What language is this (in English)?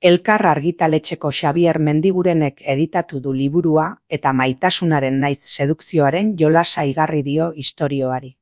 Basque